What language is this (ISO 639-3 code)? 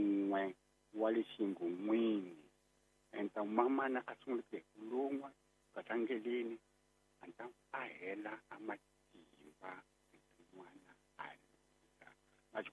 tso